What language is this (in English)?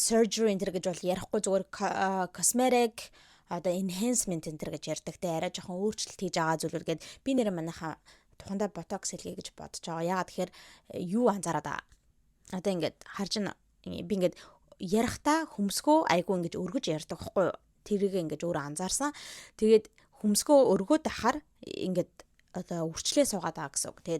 Mongolian